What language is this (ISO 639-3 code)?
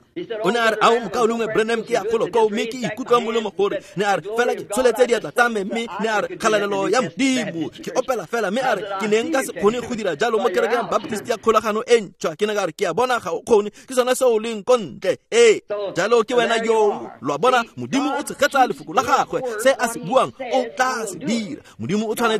tsn